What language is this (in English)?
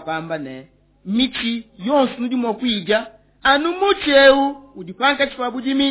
Luba-Lulua